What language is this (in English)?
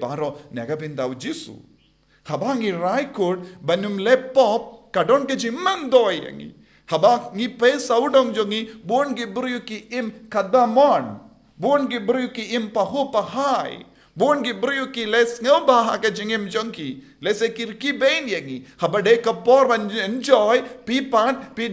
Khasi